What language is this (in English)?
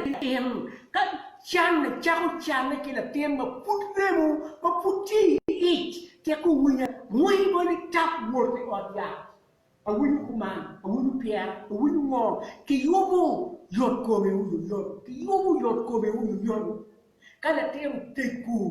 Acoli